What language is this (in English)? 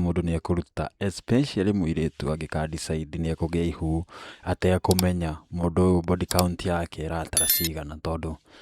Kikuyu